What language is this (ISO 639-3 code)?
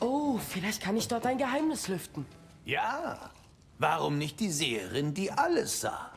bar